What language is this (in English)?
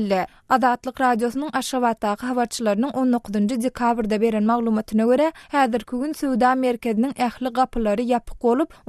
Turkmen